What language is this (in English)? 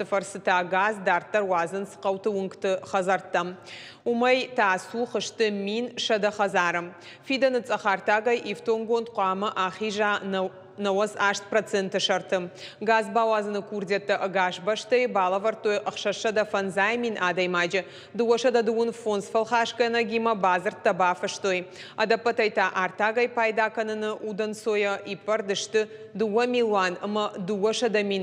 Ossetic